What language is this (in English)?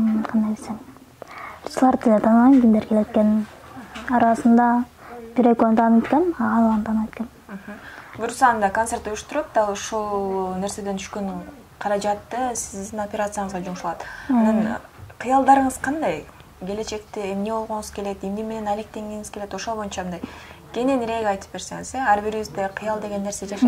Kyrgyz